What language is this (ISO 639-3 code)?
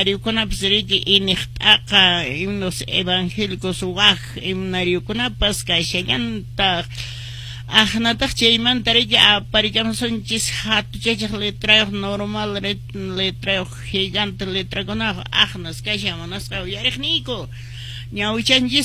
que